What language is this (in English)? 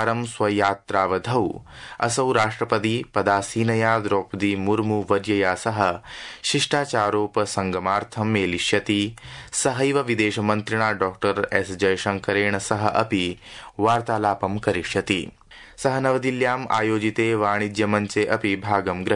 Sanskrit